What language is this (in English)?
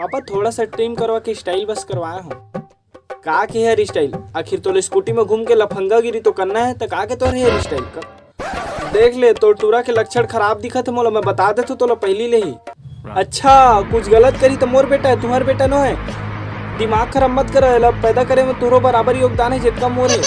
Chhattisgarhi